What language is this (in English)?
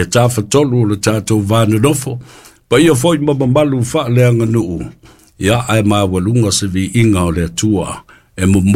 Samoan